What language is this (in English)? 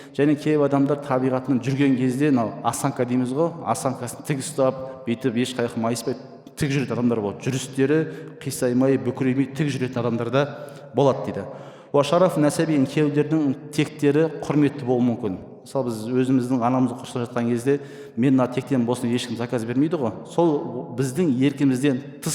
Kazakh